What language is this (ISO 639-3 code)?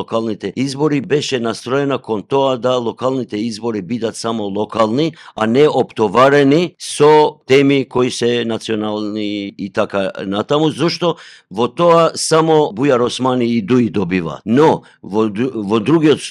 mkd